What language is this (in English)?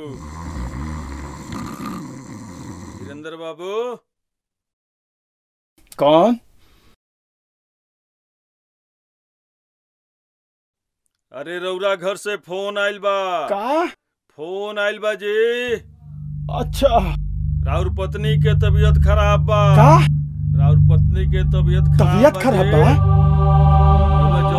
Bhojpuri